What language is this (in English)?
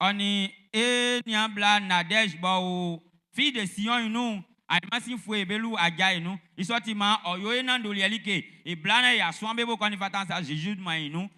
Baoulé